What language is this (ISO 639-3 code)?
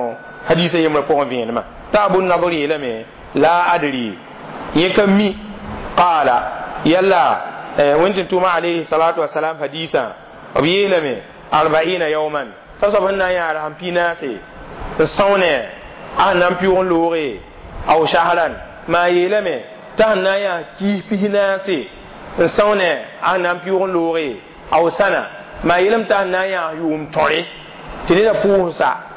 mos